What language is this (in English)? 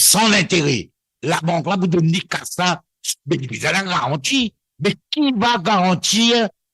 Morisyen